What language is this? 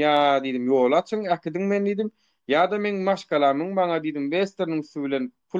Turkmen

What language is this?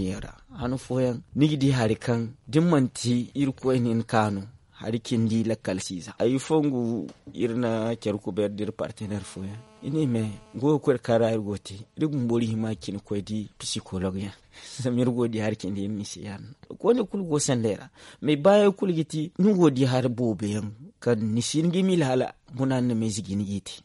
Zarma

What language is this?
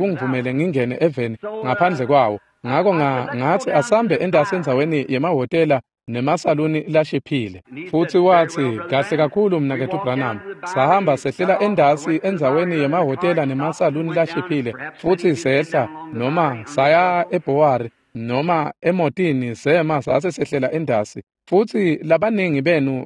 Swati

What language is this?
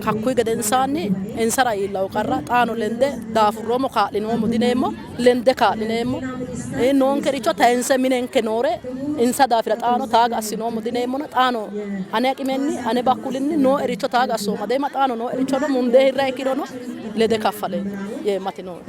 Sidamo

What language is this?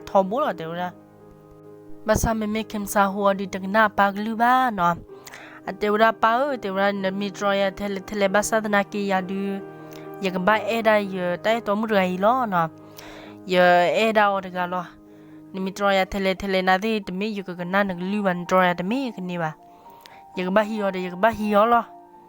S'gaw Karen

